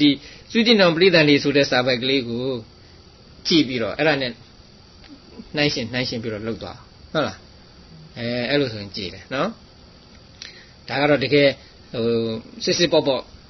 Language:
Burmese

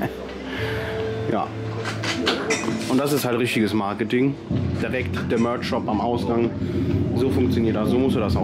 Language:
German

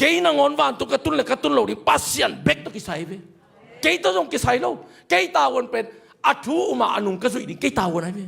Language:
Tedim Chin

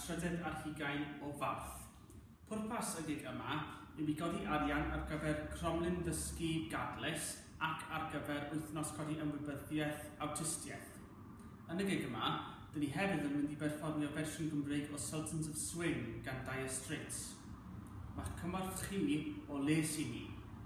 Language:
Welsh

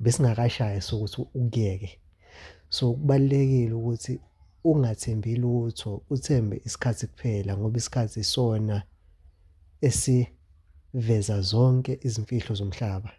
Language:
Zulu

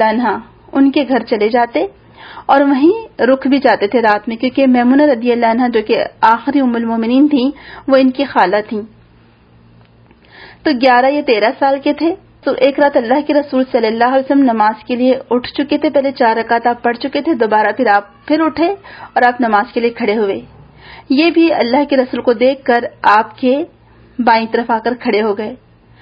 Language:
Urdu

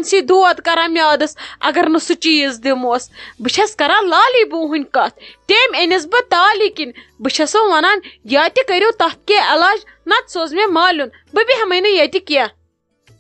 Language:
Kashmiri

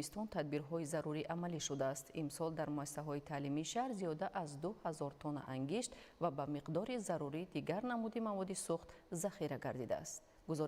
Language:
Tajik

